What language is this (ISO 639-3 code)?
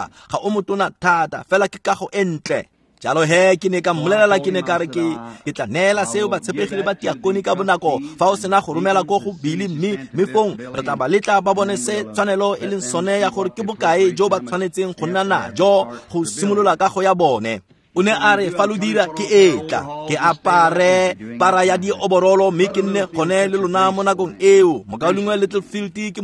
tsn